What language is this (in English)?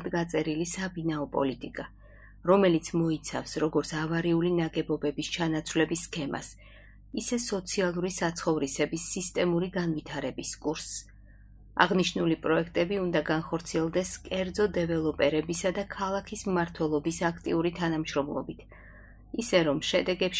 Georgian